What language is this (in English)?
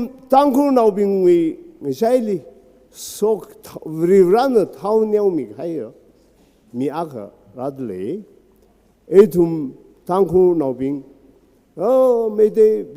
Tangkhul Naga (India)